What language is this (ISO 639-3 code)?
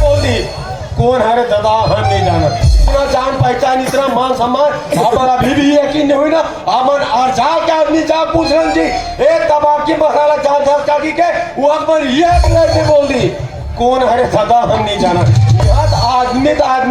hne